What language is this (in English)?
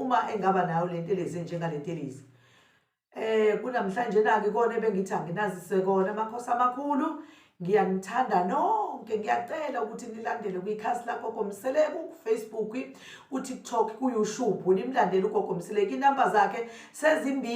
Zulu